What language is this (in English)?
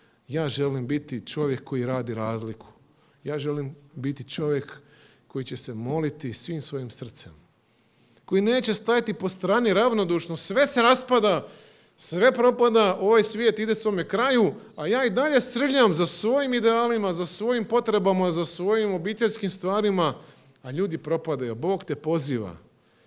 Croatian